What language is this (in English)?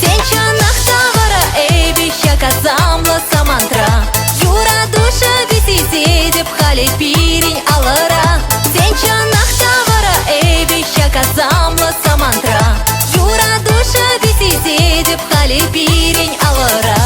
Chuvash